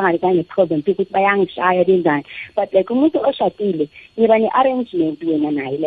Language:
South Ndebele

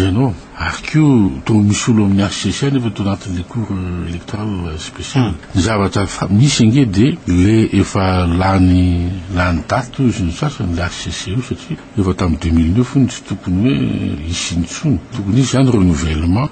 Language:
Malagasy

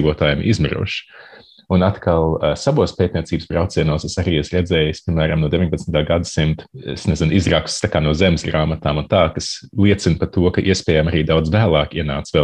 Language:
Latvian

